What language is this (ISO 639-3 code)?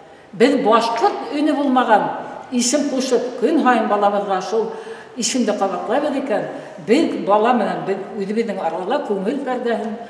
bak